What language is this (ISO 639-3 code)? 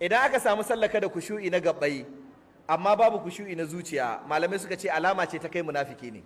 hau